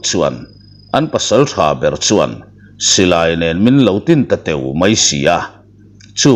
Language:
Mizo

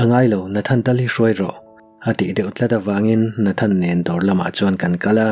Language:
Mizo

